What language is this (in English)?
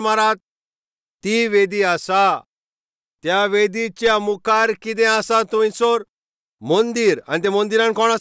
Konkani